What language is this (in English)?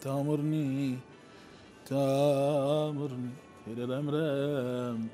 Mesopotamian Arabic